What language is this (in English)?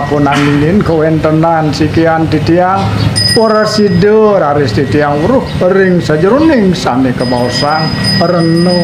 Balinese